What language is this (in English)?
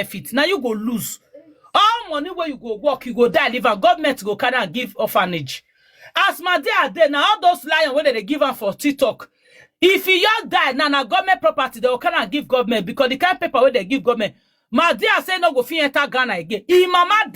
Nigerian Pidgin